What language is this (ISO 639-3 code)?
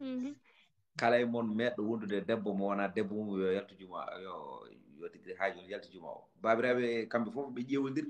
ful